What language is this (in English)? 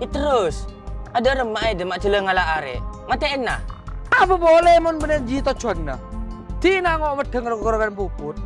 Madurese